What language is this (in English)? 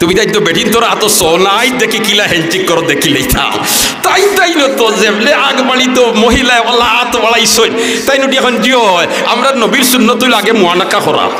Sylheti